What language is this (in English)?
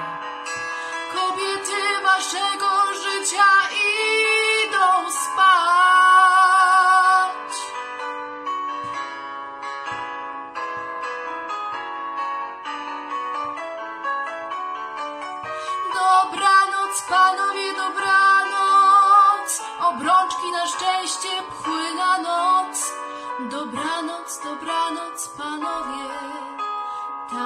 Polish